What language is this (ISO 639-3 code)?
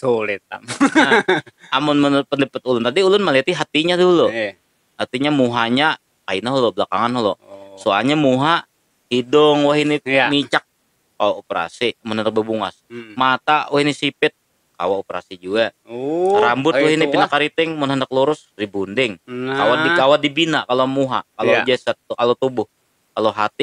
bjn